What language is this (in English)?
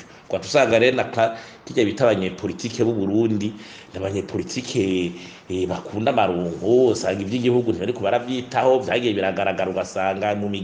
Rundi